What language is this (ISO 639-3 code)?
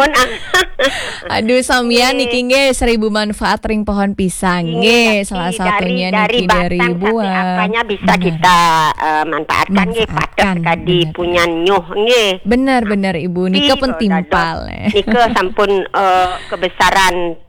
ban